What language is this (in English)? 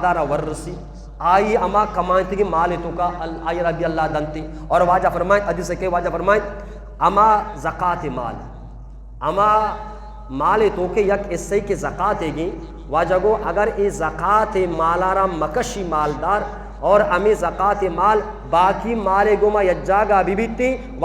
Eastern Balochi